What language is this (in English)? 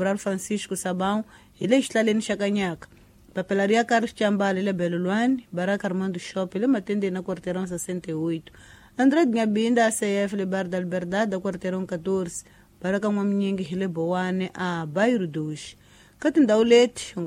Tsonga